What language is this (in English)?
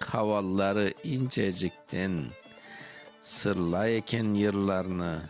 Crimean Tatar